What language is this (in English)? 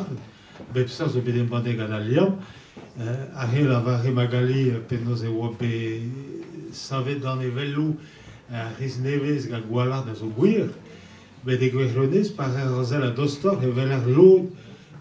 Breton